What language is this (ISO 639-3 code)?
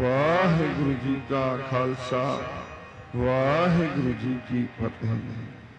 pan